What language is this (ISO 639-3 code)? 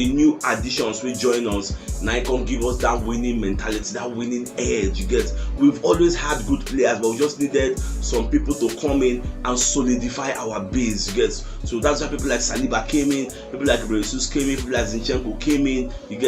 pcm